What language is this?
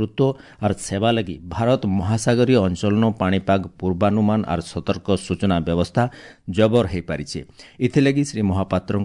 Odia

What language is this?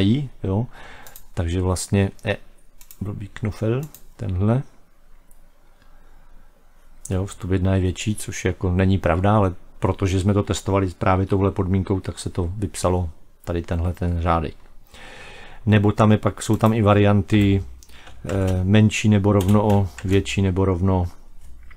Czech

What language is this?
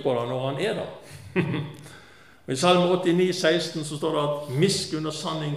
Norwegian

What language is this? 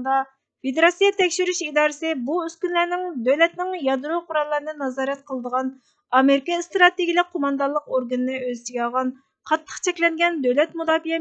Uyghur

